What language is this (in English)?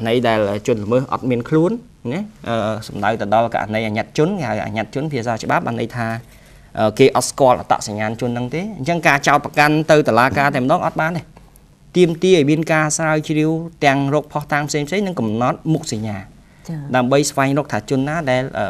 Khmer